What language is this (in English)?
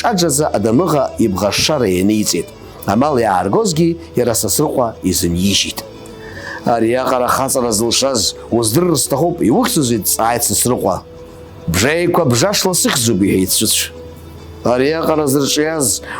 Abkhazian